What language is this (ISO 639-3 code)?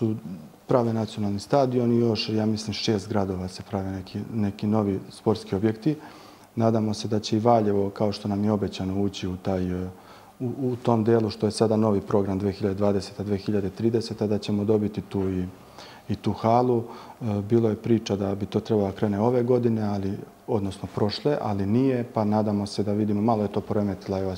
srp